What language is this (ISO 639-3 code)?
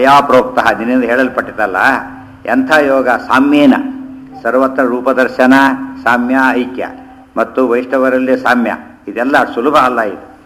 kan